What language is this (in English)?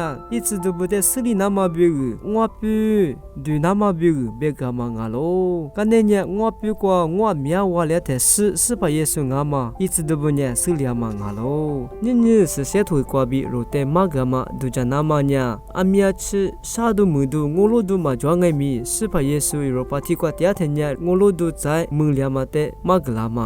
Lisu